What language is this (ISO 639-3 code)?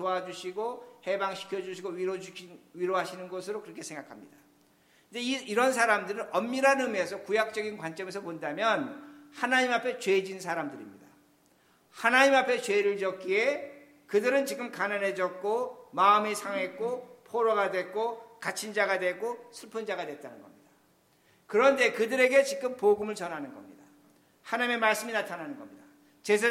kor